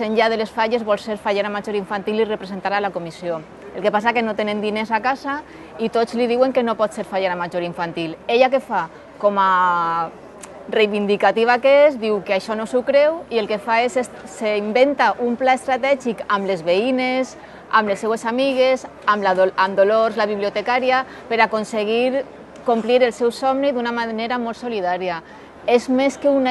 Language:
Catalan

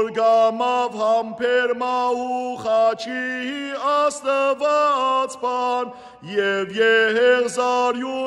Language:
Armenian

